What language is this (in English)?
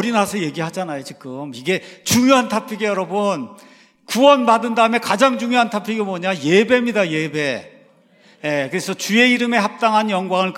Korean